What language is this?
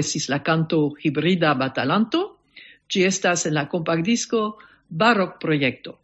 Esperanto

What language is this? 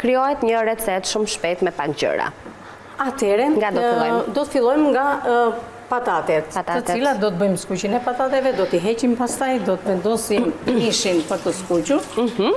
Albanian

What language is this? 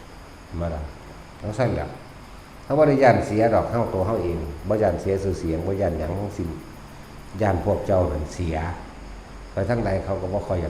Northeastern Thai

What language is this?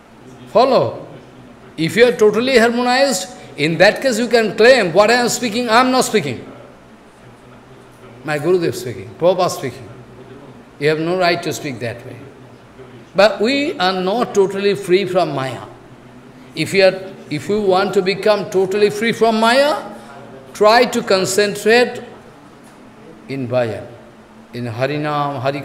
English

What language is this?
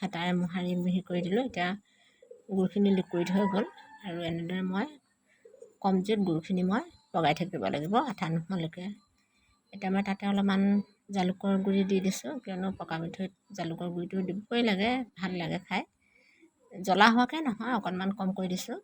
Assamese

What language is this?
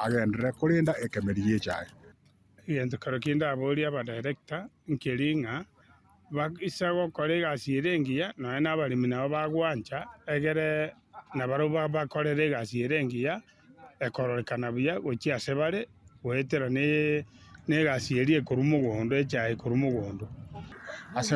Gusii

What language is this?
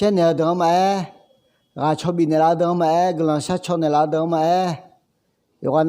Akha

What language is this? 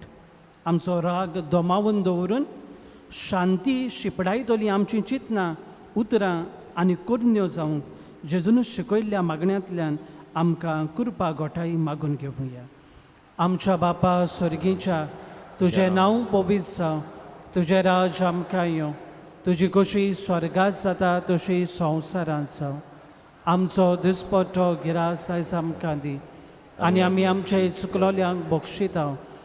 Konkani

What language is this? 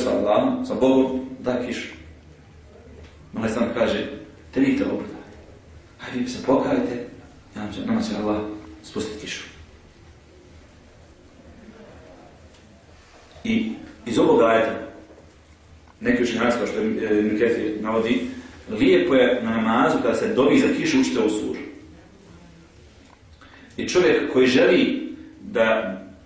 Bosnian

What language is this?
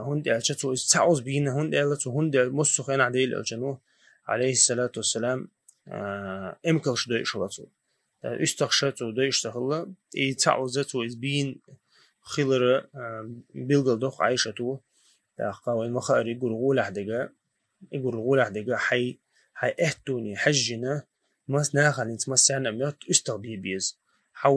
Chechen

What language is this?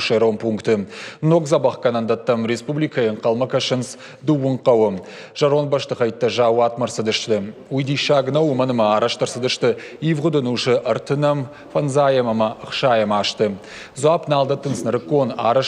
Ossetic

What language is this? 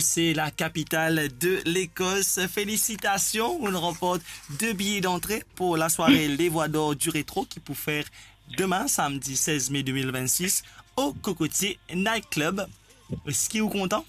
Morisyen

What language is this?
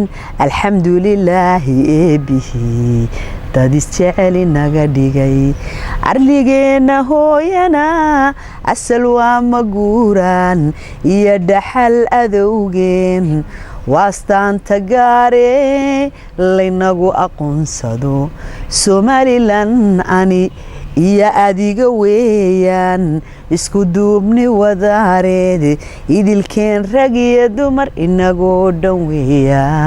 Somali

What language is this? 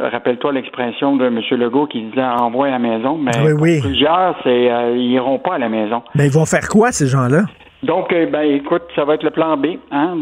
French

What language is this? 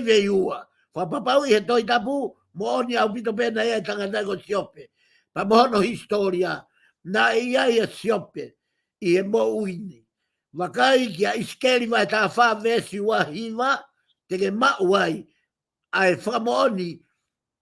Tongan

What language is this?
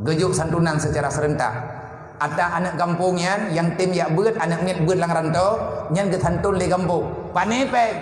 Achinese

